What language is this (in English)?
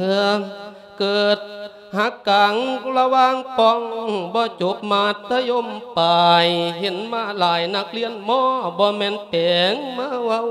Lao